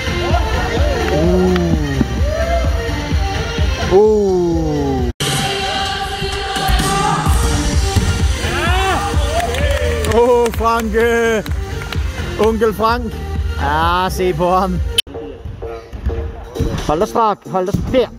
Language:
Norwegian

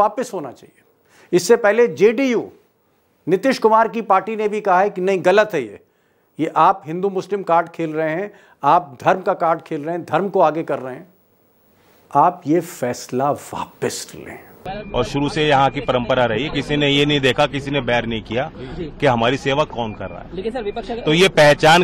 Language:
Hindi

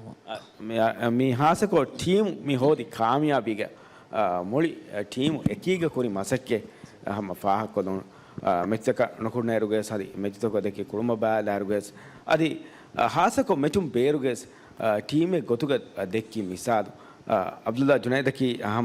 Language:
Divehi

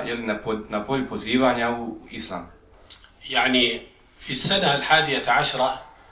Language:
Bosnian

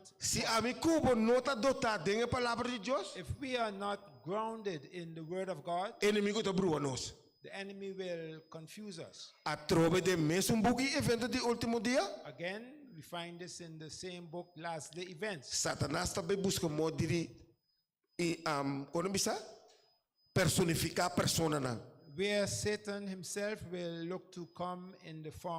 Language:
Papiamento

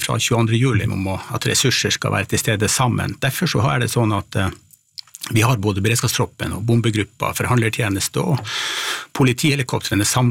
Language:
Norwegian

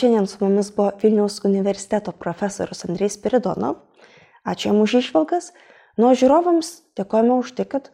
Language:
Lithuanian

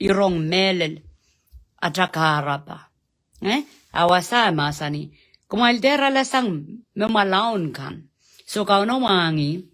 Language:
Pohnpeian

